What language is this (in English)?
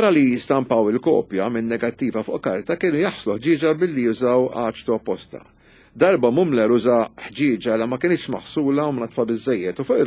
Maltese